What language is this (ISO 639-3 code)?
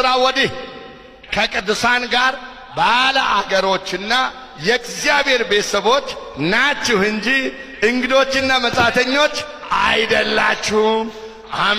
amh